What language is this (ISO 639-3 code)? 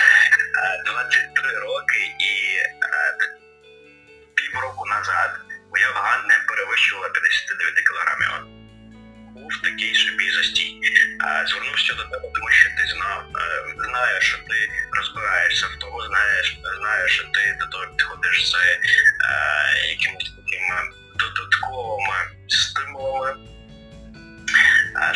ukr